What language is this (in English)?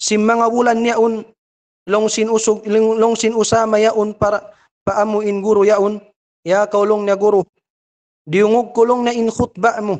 Tausug